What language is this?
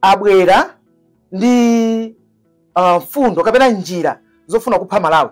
Nyanja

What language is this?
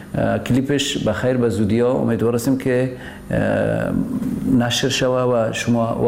Persian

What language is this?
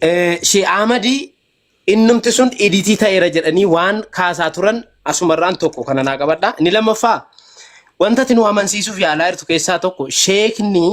Oromo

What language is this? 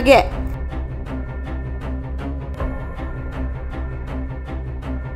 Punjabi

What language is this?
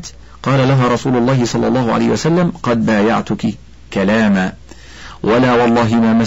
Arabic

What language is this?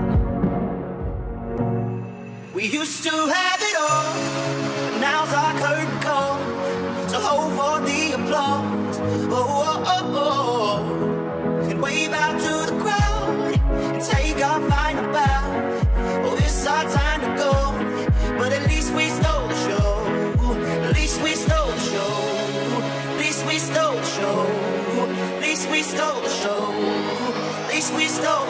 English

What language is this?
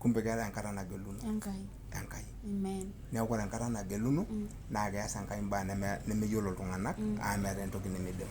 Masai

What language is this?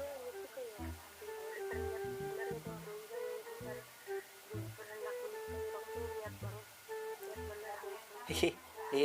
Banjar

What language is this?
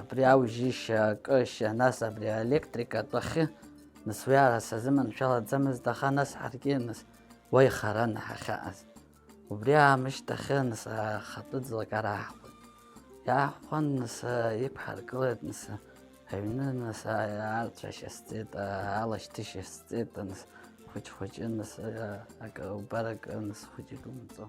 Abkhazian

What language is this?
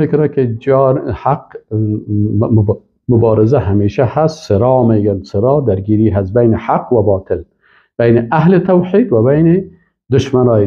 Persian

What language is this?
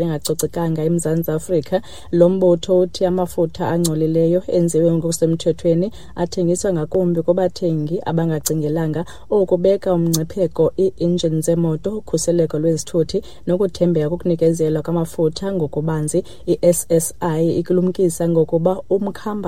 Xhosa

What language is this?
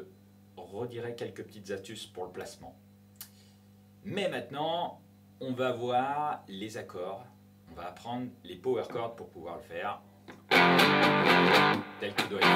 French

